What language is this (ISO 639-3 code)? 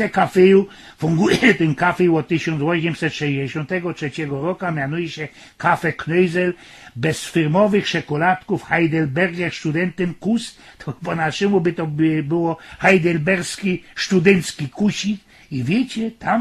szl